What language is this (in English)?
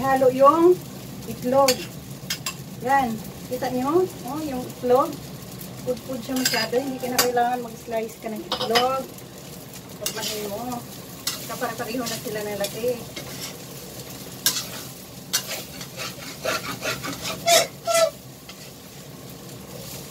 Filipino